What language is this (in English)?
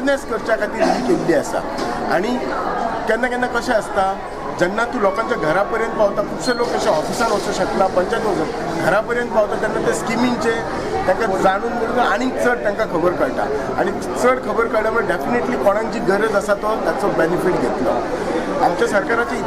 Konkani